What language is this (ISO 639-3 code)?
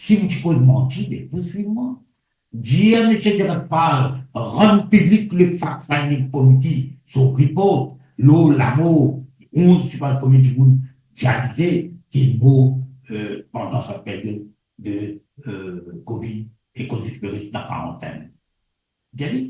mfe